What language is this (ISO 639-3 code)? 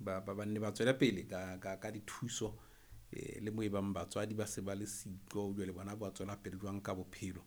sot